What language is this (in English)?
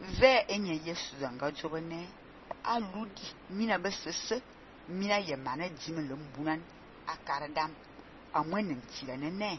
Fang